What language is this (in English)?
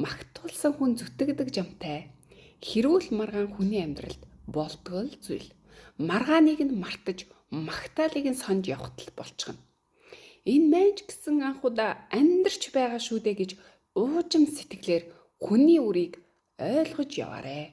Mongolian